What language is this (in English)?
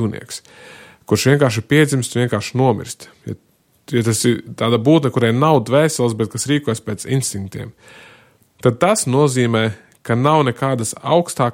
Latvian